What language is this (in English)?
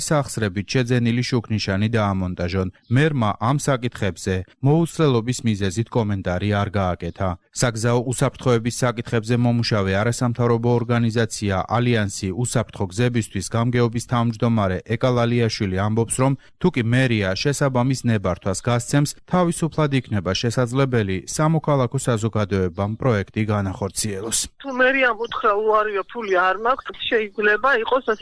Georgian